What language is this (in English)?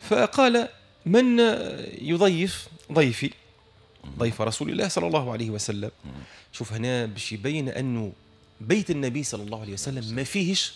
Tunisian Arabic